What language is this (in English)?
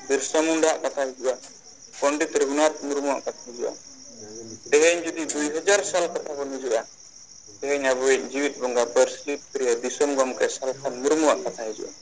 Santali